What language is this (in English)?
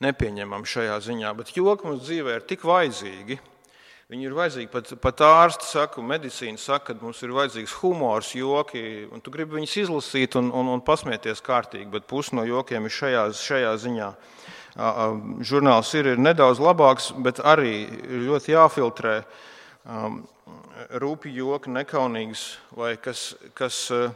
Latvian